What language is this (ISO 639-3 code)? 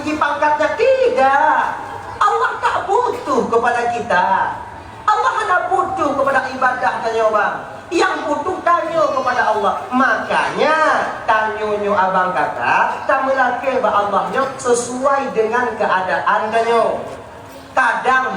ace